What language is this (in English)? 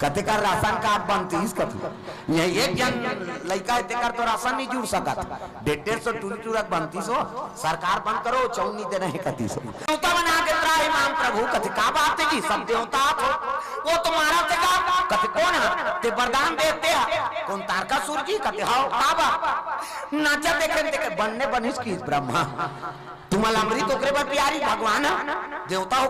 Chhattisgarhi